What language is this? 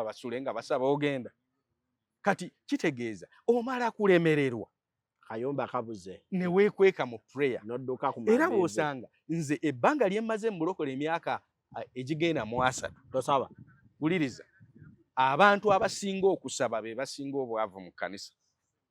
Ganda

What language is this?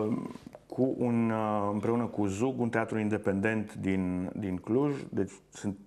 Romanian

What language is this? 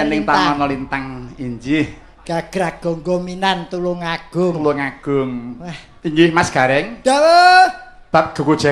Javanese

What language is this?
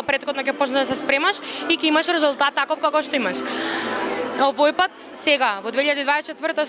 Macedonian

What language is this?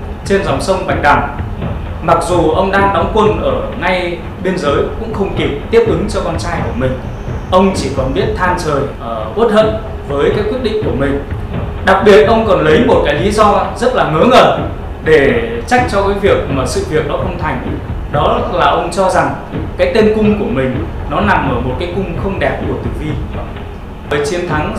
Vietnamese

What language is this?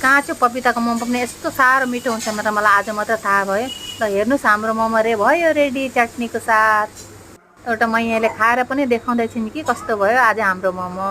Nepali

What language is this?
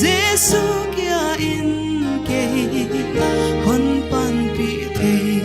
Paite Chin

